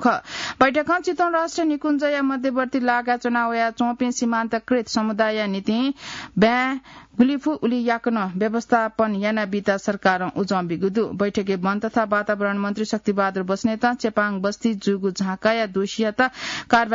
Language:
Newari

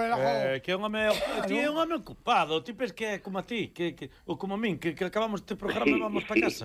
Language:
Galician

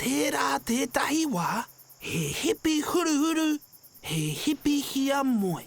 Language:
Māori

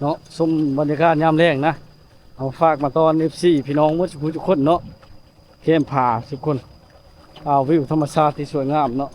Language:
Lao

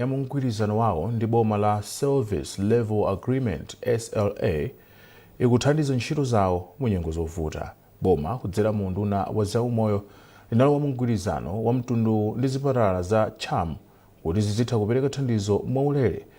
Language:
Nyanja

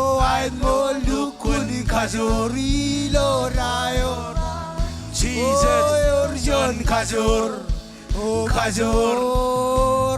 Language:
Marshallese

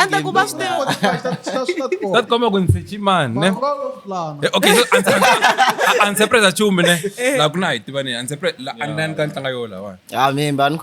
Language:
Tsonga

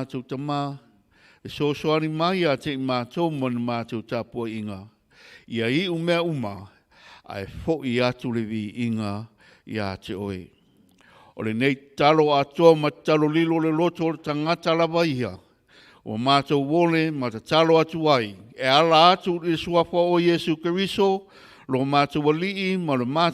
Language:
Samoan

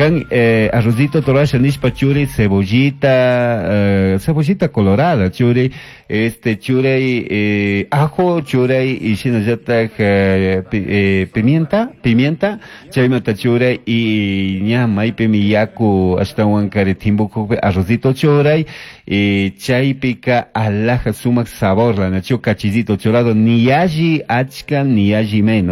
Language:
Chimborazo Highland Quichua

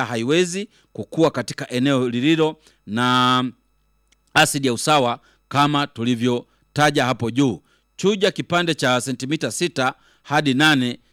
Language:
Swahili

